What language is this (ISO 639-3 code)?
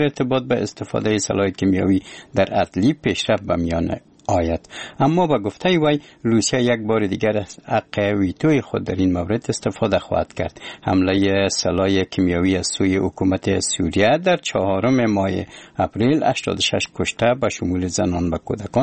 fas